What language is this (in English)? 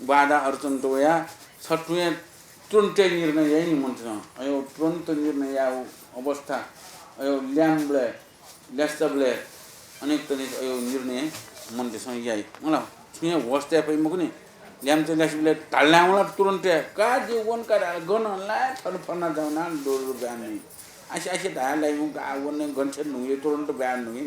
Newari